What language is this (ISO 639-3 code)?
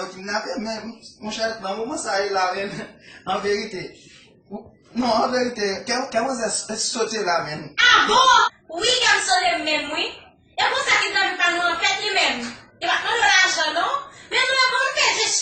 hat